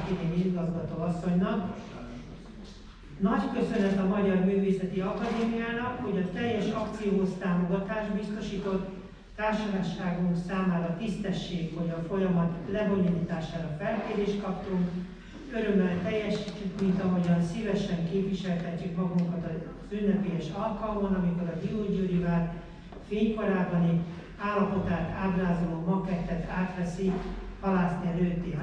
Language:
Hungarian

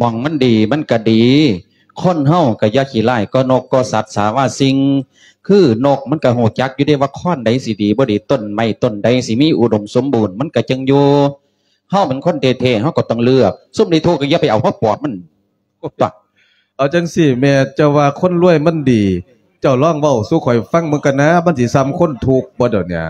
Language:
Lao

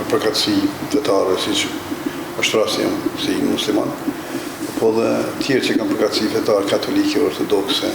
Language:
Albanian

